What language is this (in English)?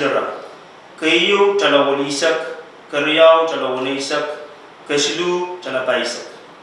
Pohnpeian